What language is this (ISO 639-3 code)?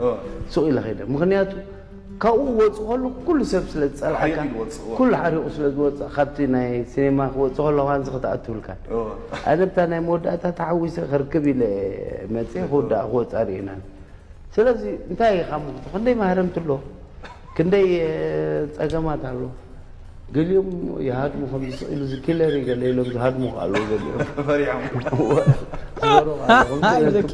tir